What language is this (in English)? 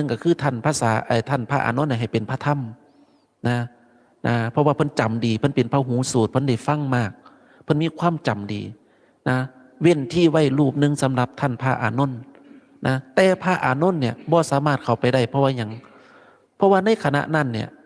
Northeastern Thai